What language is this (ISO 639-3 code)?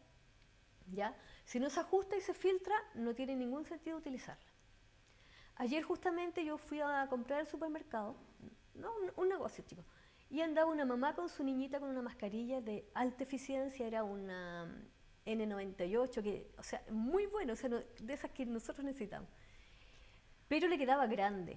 spa